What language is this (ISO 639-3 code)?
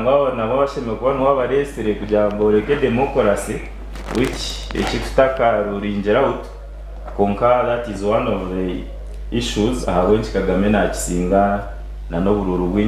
nyn